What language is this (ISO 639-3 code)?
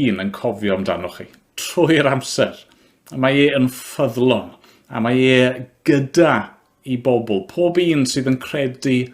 cym